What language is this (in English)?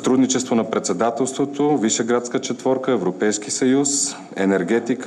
Bulgarian